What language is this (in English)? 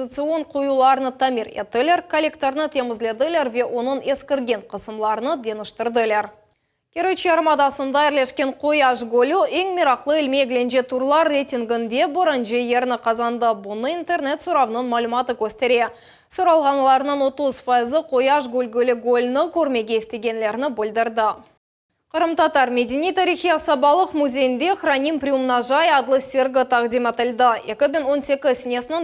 Crimean Tatar